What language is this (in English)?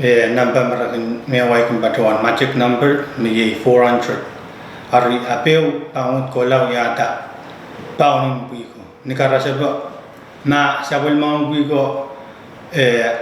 Pohnpeian